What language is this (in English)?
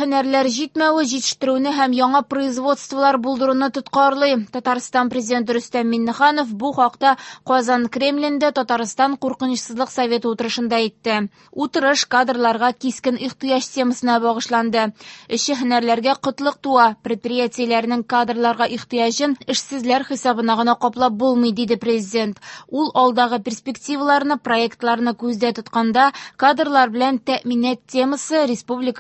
Tatar